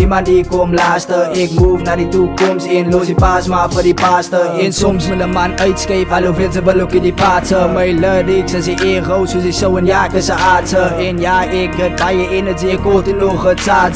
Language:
Afrikaans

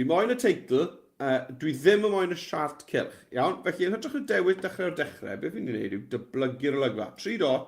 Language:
Welsh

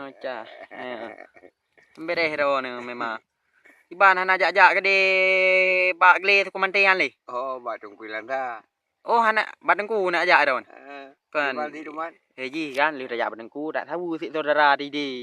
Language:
Achinese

